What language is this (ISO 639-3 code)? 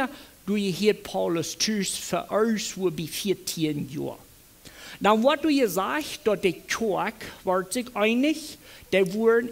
pdt